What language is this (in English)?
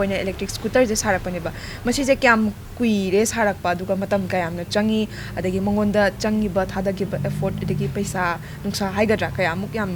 Manipuri